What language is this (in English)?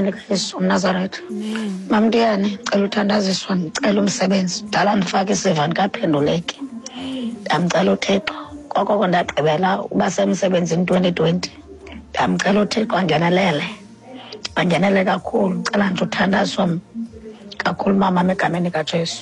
Xhosa